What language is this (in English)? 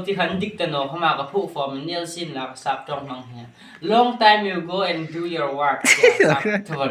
Hmar